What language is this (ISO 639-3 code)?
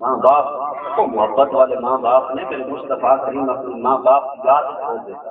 skr